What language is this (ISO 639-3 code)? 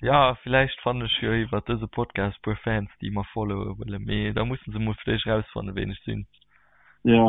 ltz